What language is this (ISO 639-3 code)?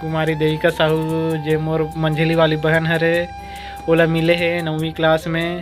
hne